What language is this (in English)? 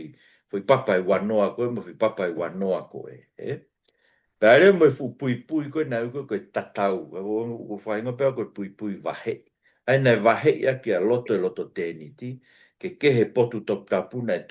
Tongan